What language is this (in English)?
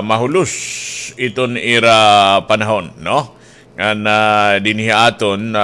Waray